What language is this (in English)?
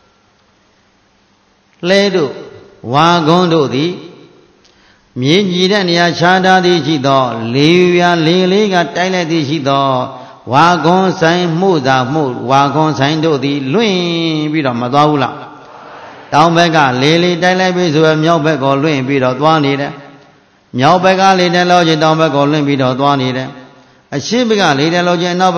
Burmese